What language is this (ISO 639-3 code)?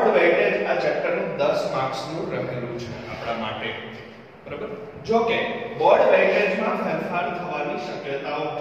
guj